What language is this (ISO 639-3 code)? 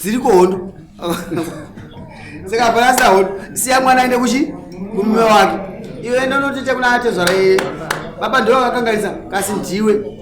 sna